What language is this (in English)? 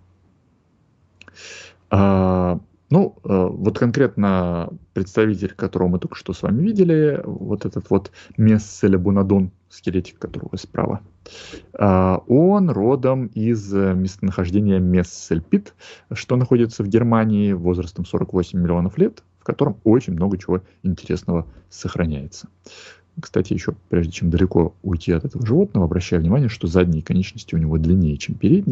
Russian